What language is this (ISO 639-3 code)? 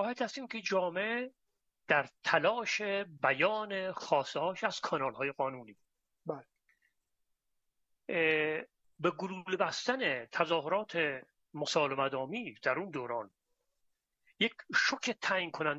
fas